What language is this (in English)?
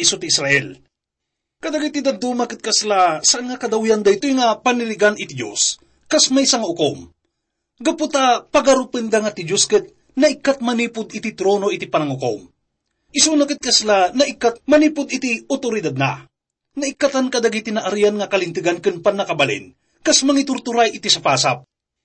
Iloko